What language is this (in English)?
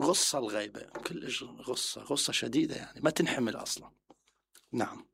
Mesopotamian Arabic